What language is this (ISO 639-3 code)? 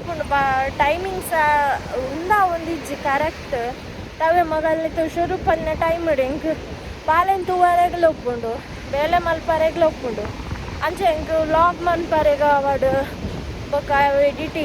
tcy